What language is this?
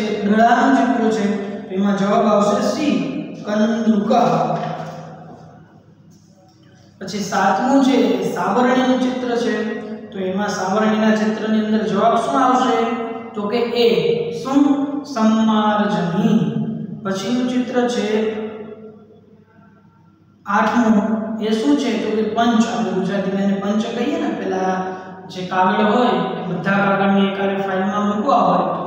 Gujarati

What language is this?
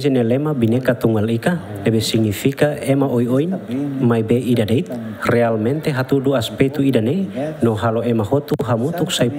Tetum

